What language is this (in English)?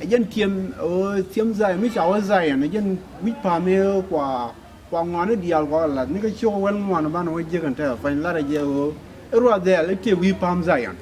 Nuer